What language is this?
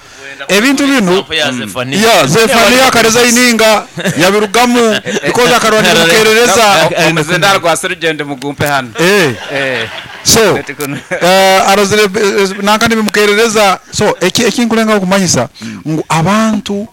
Nyoro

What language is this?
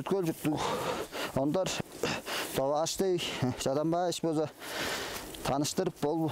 Tuvinian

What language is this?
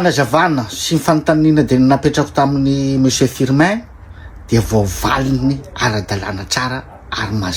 Malagasy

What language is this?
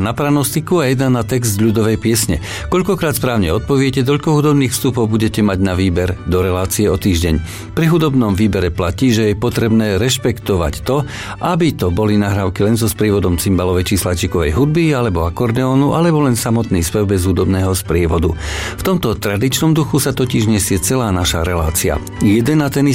Slovak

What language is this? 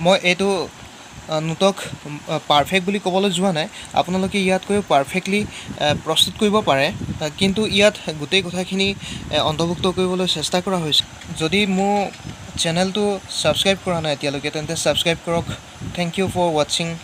Assamese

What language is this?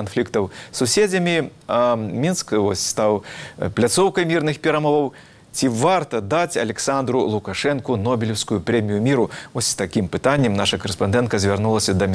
Belarusian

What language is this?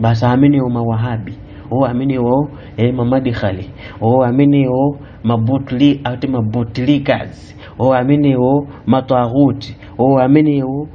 Nyanja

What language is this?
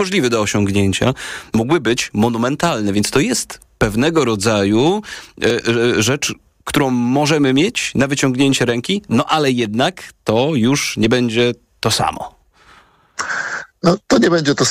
Polish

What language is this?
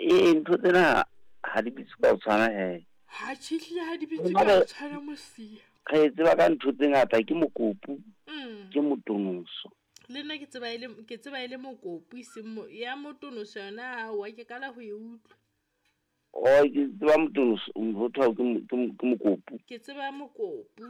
Southern Sotho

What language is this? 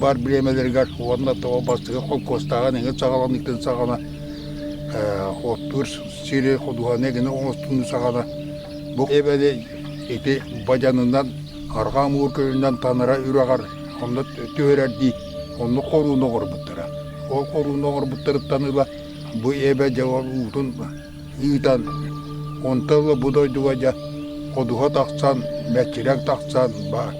Yakut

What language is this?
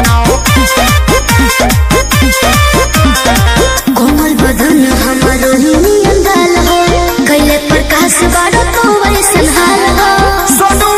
Bhojpuri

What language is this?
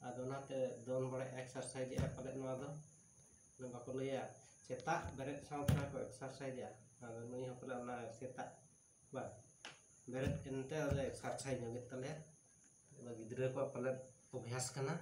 Santali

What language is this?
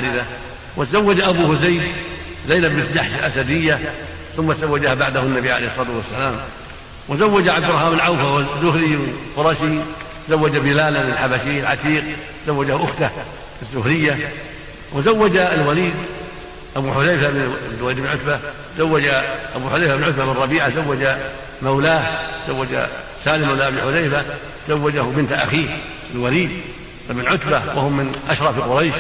Arabic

